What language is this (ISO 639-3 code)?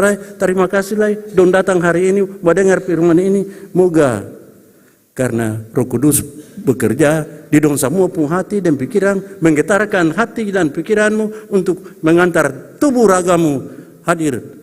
abs